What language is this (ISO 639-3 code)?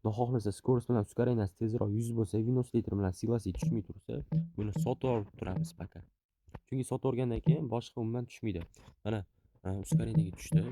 uzb